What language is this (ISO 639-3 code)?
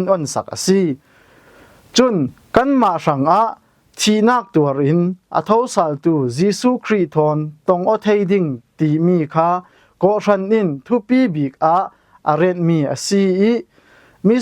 cfm